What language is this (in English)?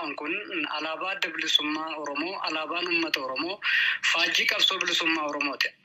Oromo